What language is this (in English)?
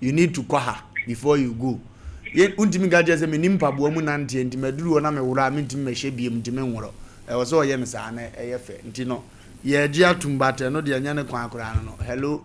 Akan